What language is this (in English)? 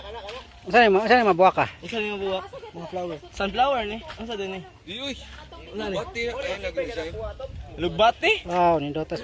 Cebuano